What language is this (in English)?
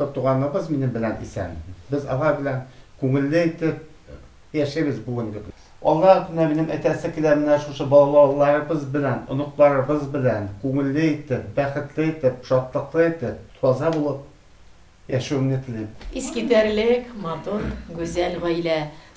Tatar